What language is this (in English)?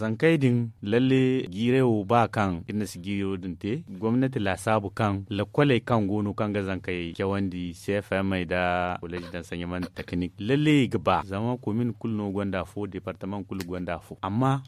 Zarma